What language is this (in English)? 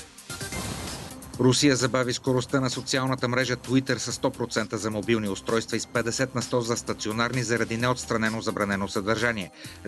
Bulgarian